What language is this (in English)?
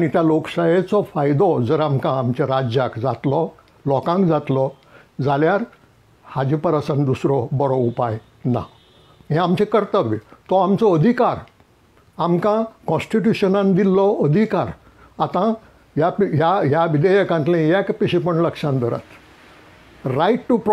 Konkani